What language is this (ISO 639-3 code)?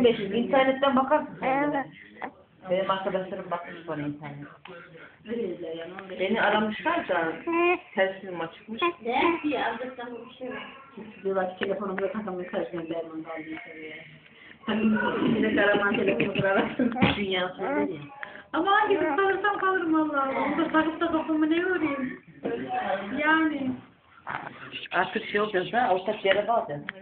tur